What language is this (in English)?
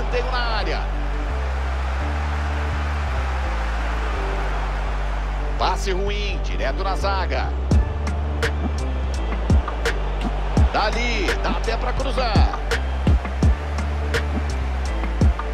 Portuguese